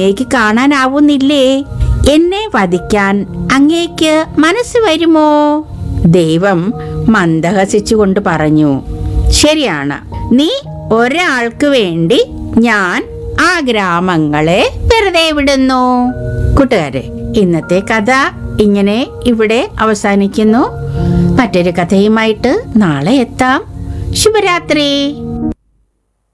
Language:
Malayalam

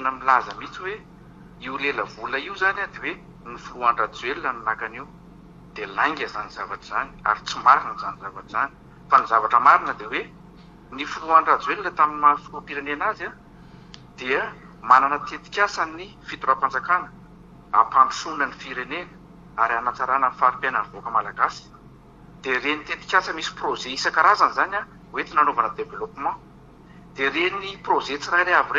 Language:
Malagasy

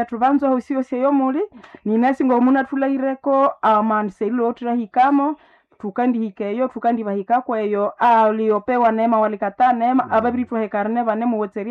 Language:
Nande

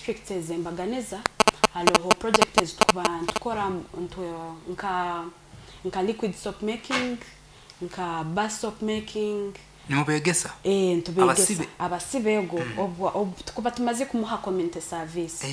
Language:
Nyoro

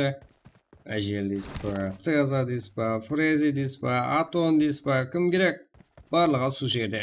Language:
Kara-Kalpak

